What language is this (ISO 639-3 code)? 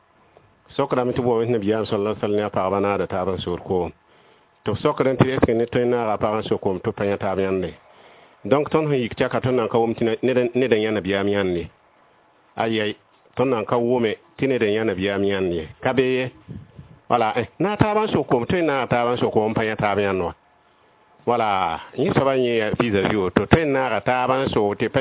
mos